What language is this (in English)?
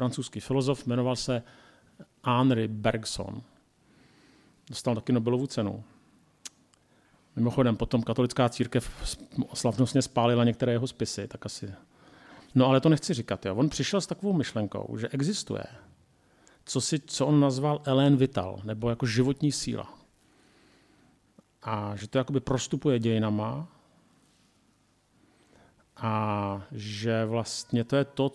Czech